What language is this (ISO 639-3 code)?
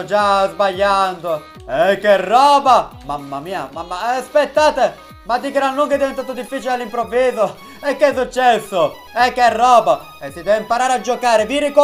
ita